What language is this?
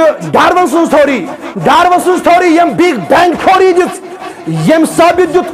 Kashmiri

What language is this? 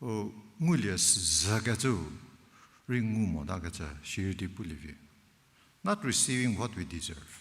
Angami Naga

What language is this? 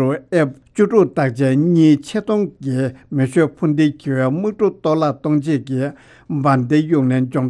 Tibetan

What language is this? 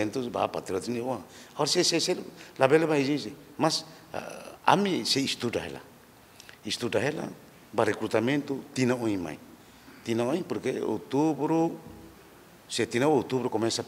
Tetum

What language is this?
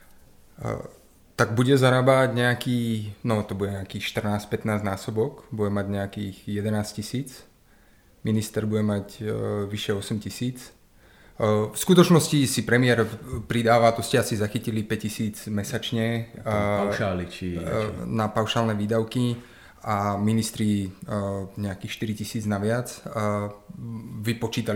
Slovak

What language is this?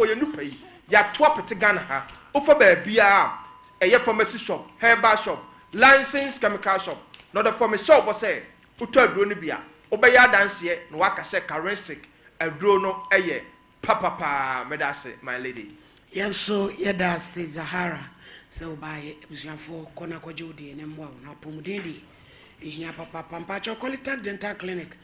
Akan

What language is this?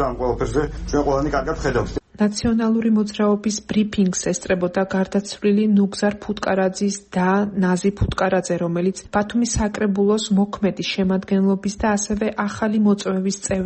Georgian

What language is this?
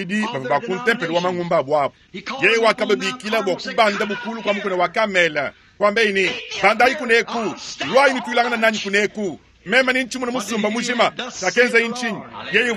Luba-Lulua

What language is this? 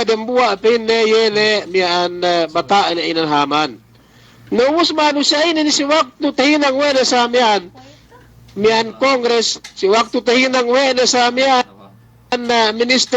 Yakan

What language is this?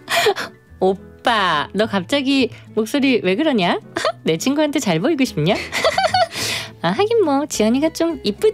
Korean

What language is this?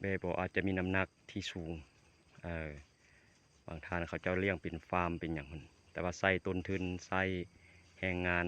Lao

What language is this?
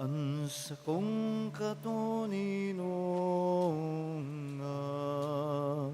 Bikol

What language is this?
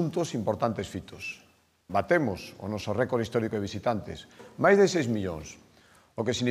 Galician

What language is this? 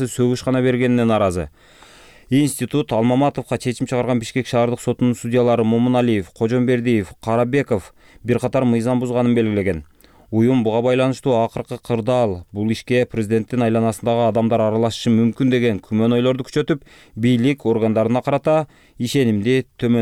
Kyrgyz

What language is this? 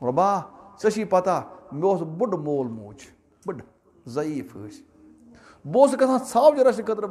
Kashmiri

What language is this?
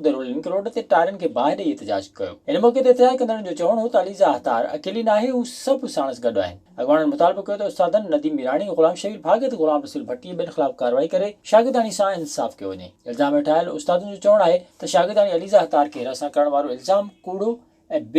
Sindhi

